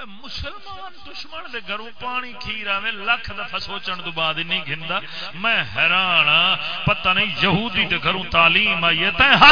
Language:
Saraiki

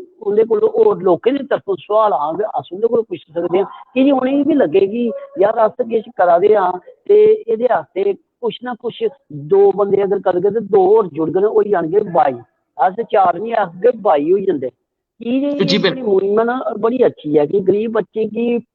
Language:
Dogri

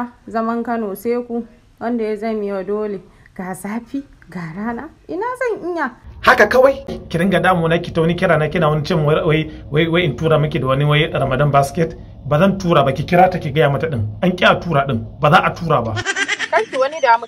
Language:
Hausa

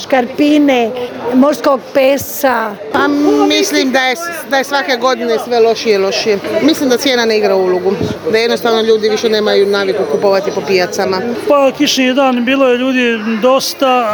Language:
Croatian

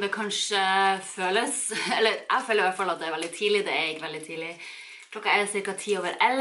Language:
Norwegian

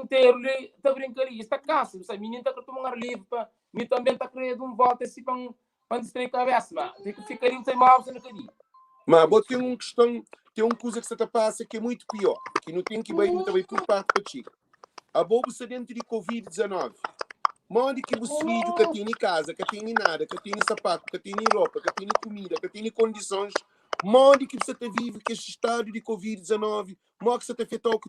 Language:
Kabuverdianu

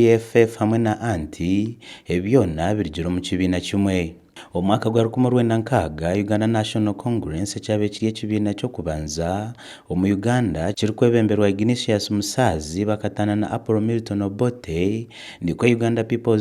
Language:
Nyankole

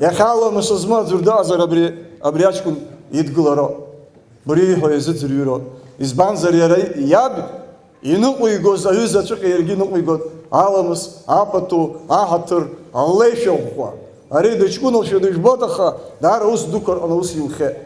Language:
Abkhazian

